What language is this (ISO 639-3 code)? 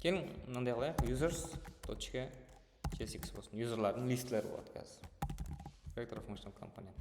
kaa